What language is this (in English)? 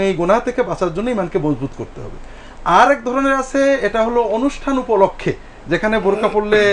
Bangla